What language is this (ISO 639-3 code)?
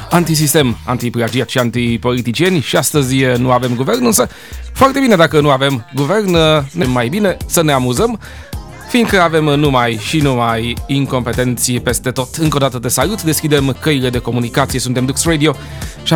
ron